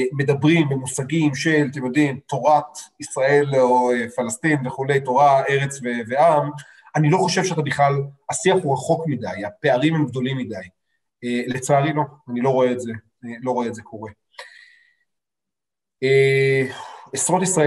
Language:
Hebrew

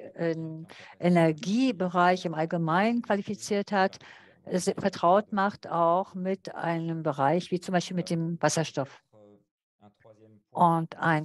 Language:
German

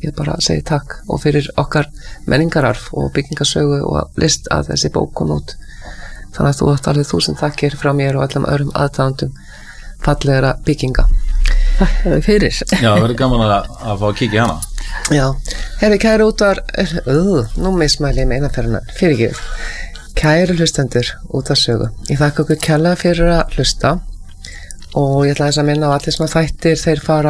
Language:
Icelandic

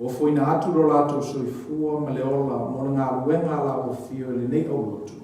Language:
Samoan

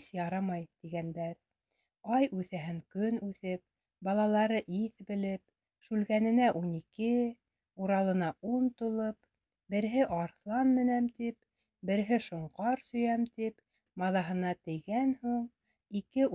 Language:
Bashkir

